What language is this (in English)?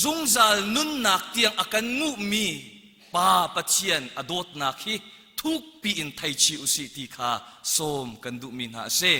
Hakha Chin